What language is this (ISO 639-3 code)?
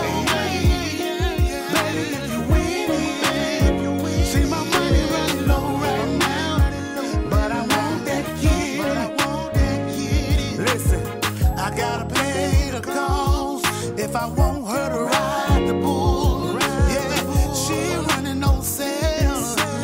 eng